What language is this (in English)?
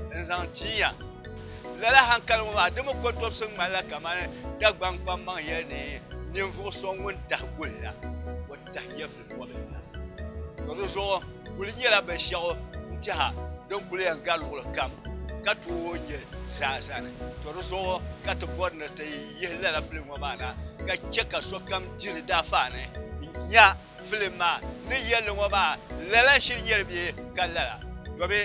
Dagbani